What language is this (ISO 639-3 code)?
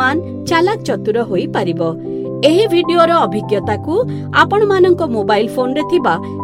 ori